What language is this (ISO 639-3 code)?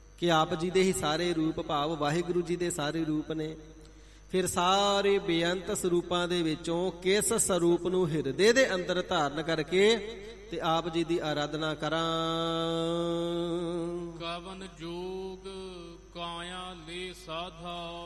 pan